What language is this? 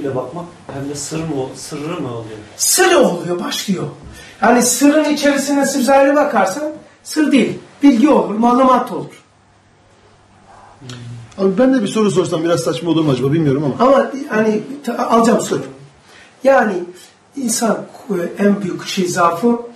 Turkish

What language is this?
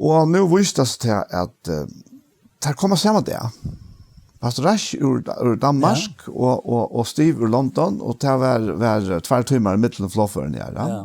Faroese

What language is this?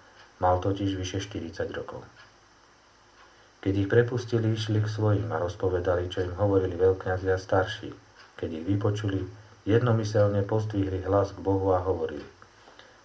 Slovak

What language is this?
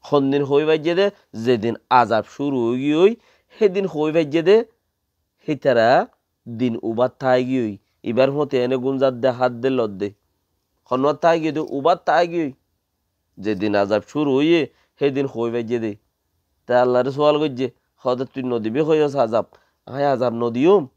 Rohingya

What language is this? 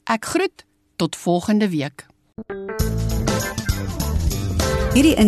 Afrikaans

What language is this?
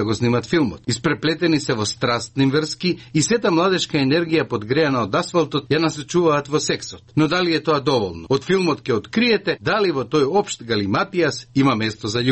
Macedonian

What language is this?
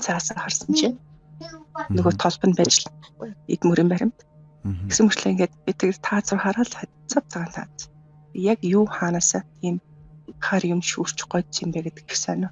Mongolian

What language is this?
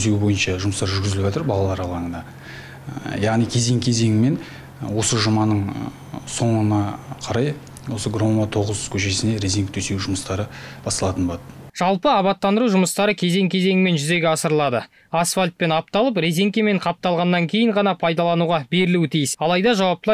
Kazakh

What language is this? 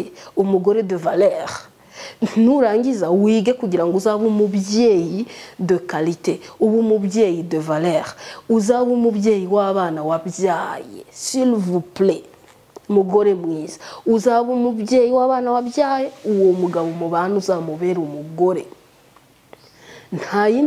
Kinyarwanda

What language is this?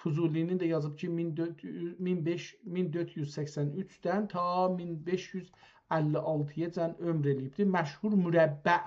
South Azerbaijani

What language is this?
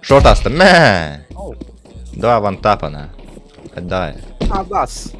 Yakut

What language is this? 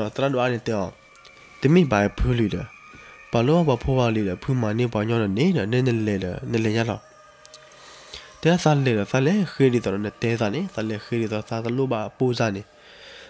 S'gaw Karen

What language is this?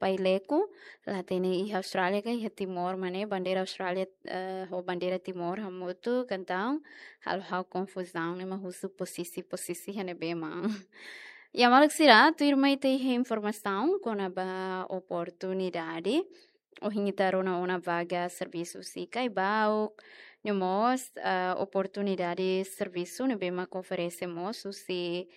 Tetum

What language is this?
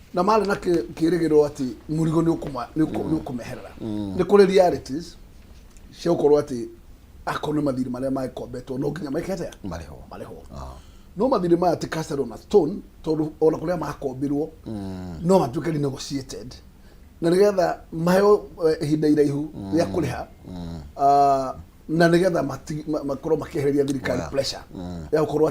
Kikuyu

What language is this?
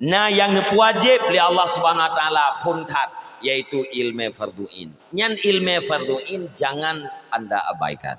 Achinese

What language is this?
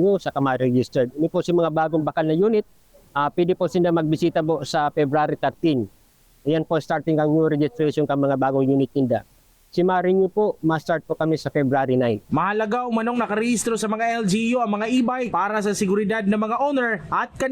Bikol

